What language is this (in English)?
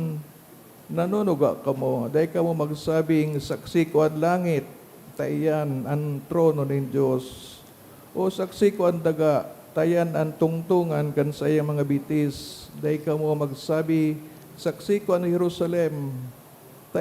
Bikol